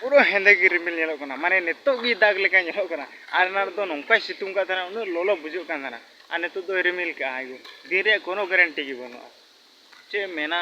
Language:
Santali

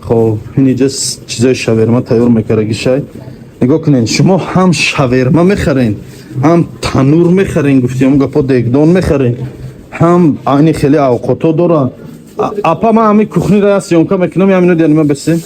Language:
Tajik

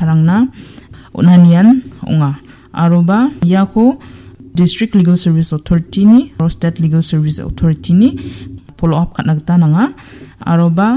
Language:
Garo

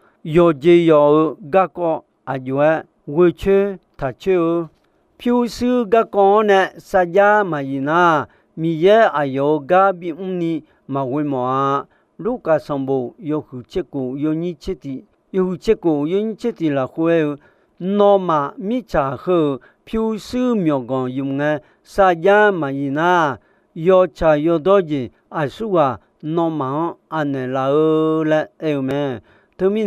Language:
Akha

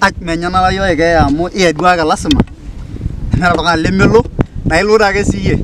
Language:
Masai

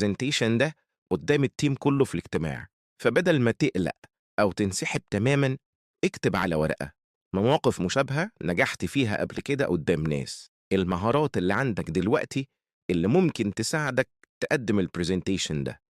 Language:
Egyptian Arabic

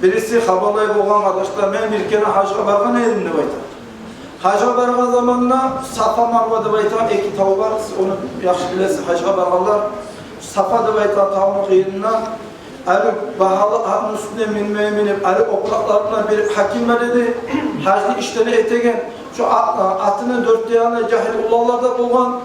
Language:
Kumyk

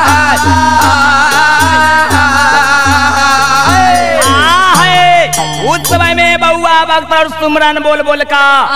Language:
Bhojpuri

